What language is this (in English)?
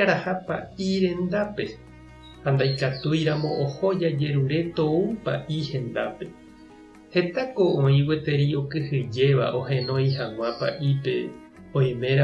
Guarani